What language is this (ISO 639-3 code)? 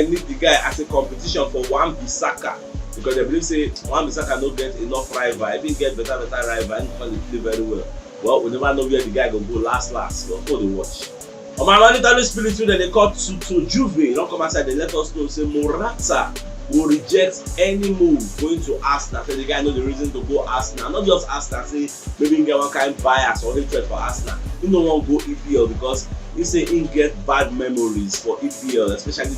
pcm